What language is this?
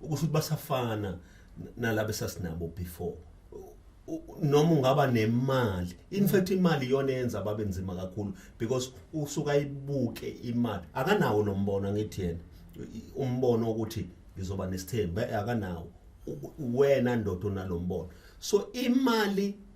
Zulu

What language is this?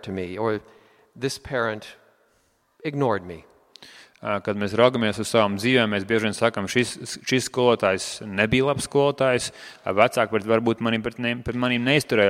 Latvian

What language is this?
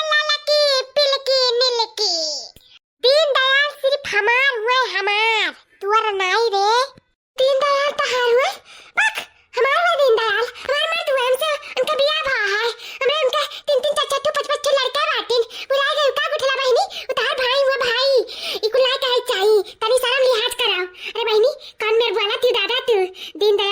Awadhi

